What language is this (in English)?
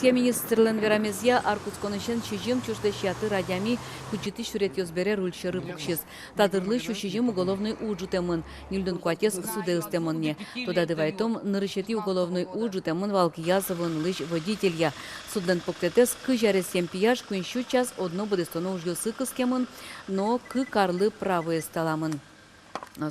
Udmurt